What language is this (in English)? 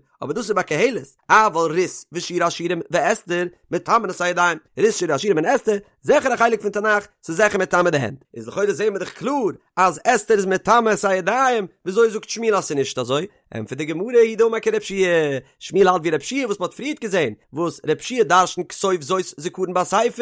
Yiddish